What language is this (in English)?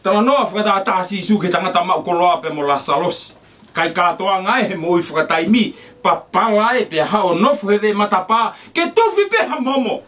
Tongan